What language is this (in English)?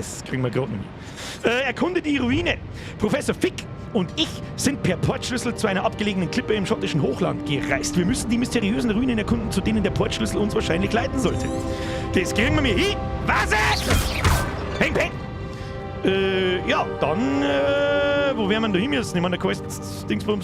Bavarian